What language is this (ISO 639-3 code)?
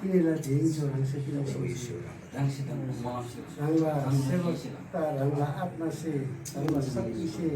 taj